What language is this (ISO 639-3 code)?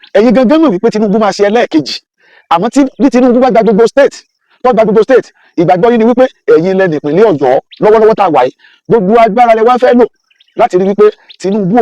yor